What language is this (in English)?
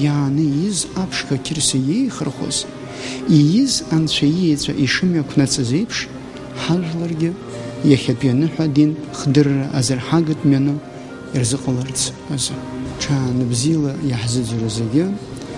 Abkhazian